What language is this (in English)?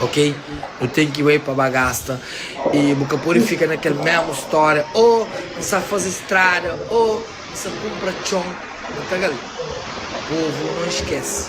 Kabuverdianu